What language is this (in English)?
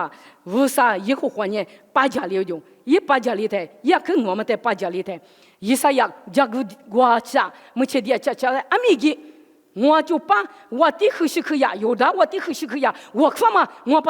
Lisu